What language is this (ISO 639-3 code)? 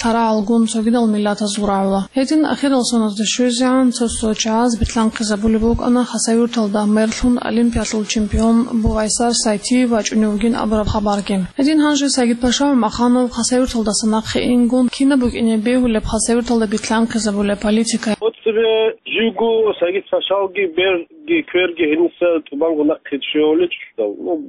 ava